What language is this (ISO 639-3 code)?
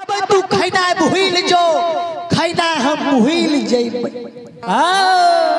mai